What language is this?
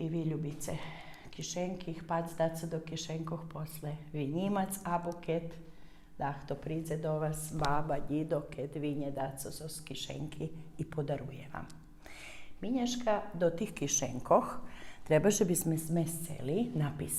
Rusyn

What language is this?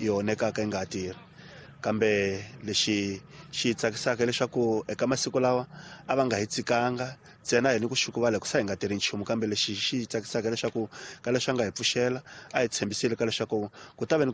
Tsonga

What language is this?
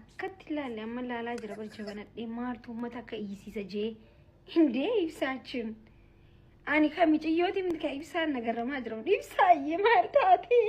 Oromo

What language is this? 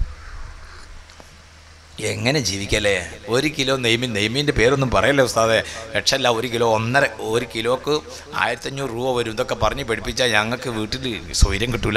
Malayalam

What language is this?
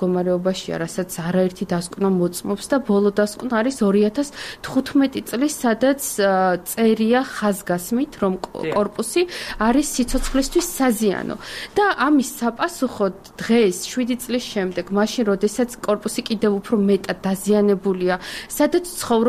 Georgian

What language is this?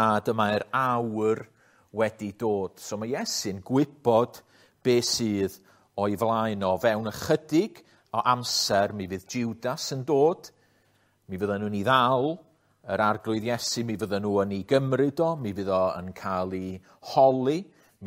Welsh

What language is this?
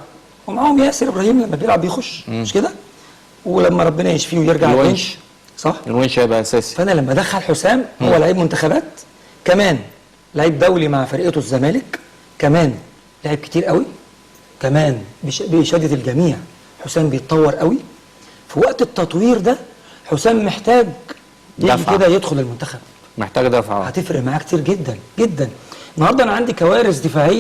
Egyptian Arabic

